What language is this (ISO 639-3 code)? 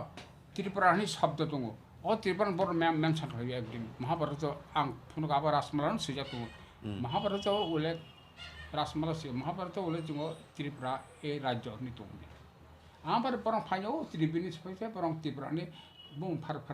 trp